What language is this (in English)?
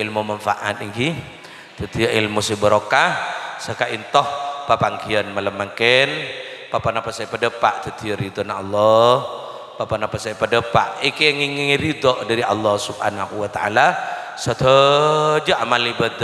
Madurese